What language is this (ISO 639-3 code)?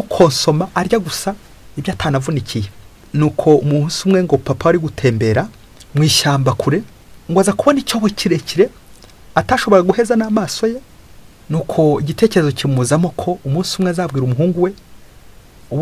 kin